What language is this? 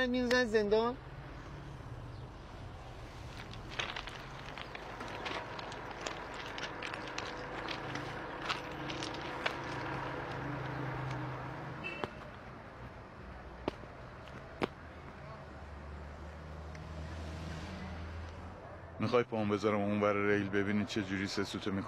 Persian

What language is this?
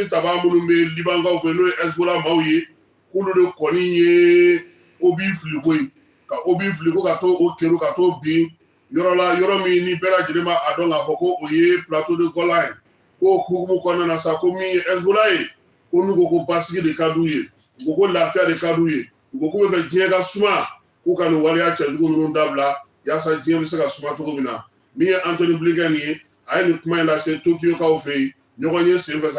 Bambara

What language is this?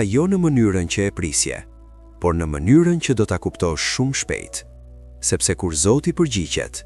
Albanian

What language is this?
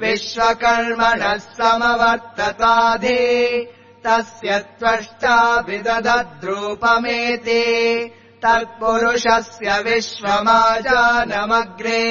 Sanskrit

